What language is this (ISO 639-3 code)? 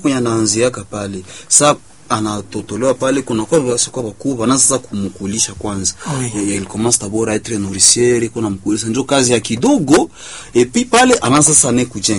swa